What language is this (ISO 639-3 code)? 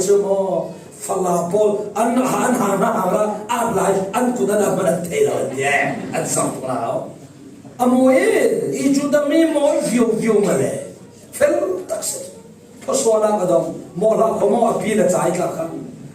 cfm